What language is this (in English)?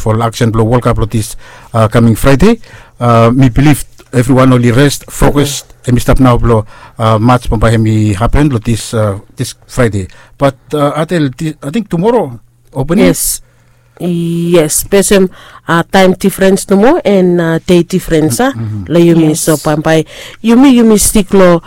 Bislama